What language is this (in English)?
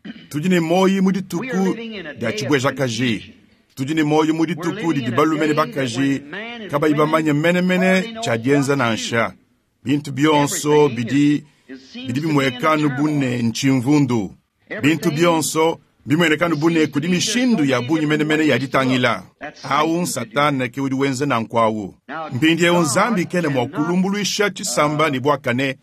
Luba-Lulua